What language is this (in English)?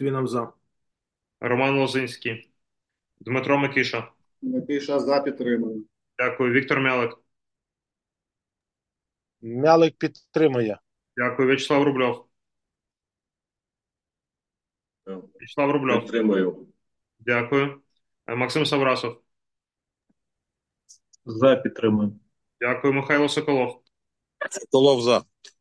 Ukrainian